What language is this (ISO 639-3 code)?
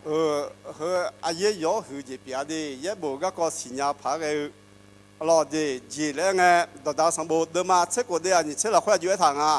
ahk